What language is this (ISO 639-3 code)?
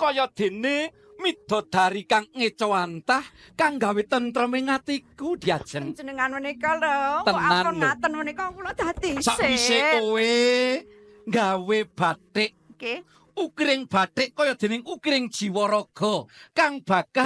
jav